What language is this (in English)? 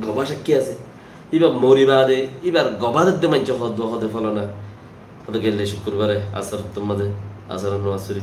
Rohingya